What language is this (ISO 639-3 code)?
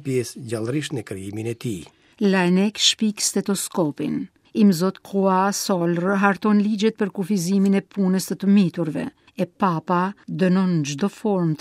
sqi